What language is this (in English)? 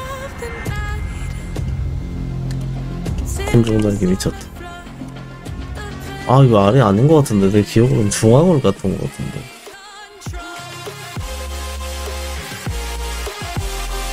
Korean